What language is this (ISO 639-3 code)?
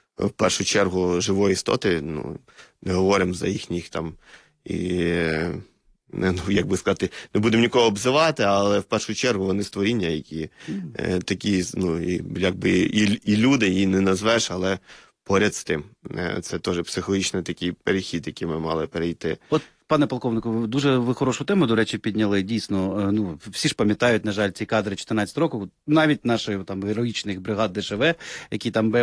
ukr